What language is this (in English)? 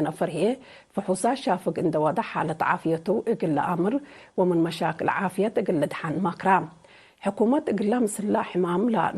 Tigre